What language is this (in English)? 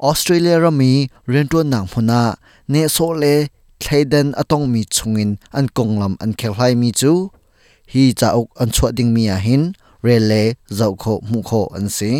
Hakha Chin